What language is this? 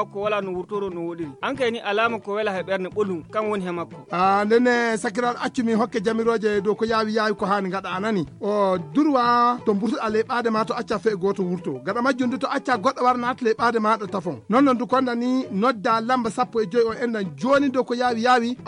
Fula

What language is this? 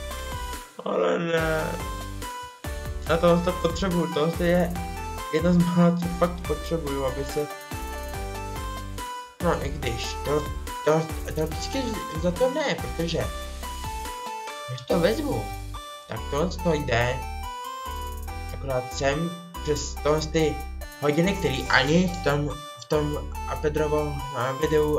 Czech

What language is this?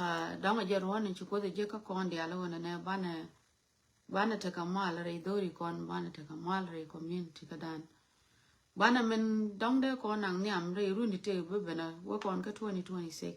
Nuer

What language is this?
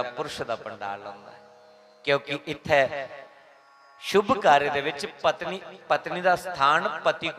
Dogri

